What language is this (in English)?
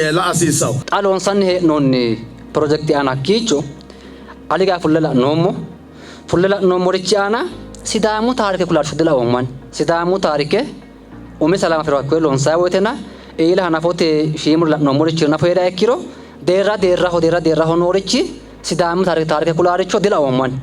Sidamo